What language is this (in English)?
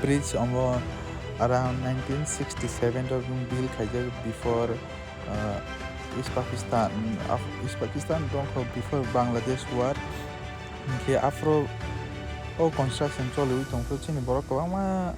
Kok Borok